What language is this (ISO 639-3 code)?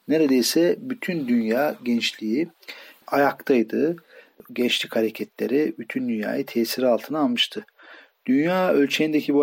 tur